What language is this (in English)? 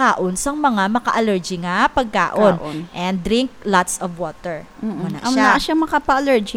Hiligaynon